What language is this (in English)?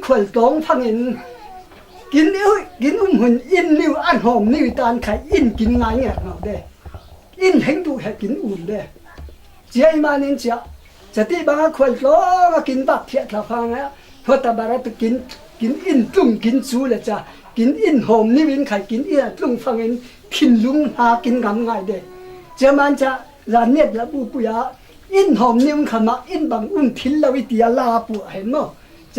Falam Chin